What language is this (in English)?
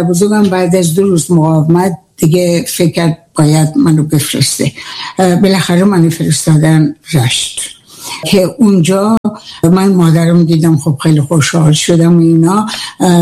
Persian